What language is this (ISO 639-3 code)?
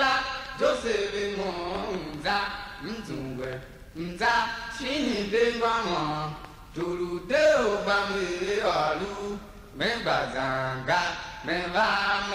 tiv